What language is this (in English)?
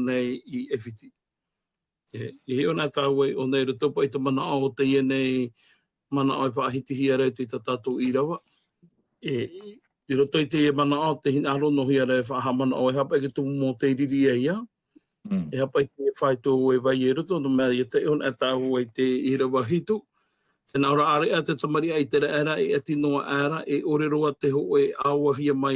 Tahitian